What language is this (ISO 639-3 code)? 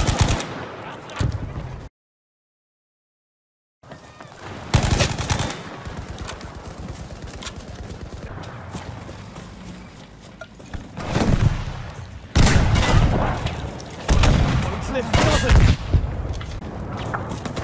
eng